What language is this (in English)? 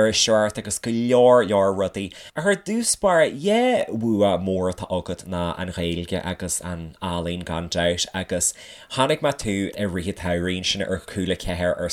Irish